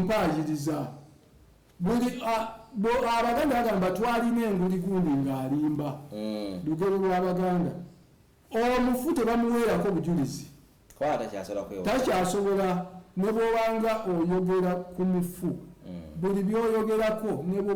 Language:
Ganda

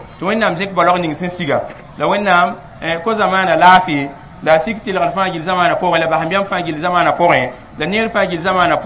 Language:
Mossi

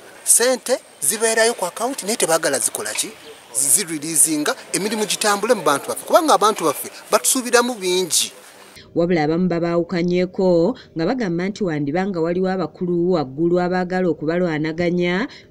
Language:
Ganda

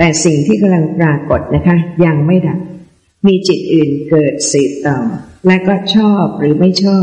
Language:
Thai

